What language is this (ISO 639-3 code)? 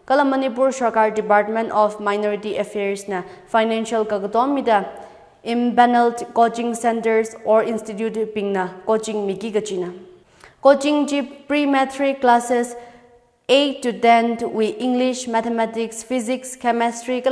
nmf